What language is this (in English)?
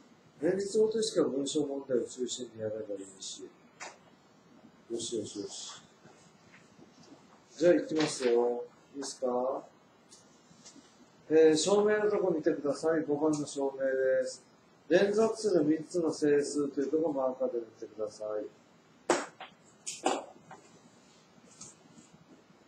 Japanese